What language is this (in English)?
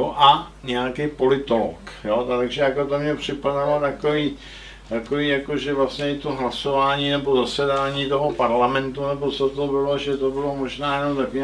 Czech